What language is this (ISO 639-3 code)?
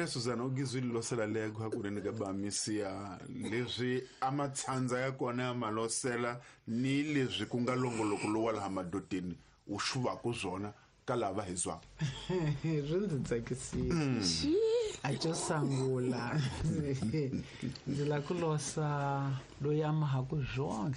tso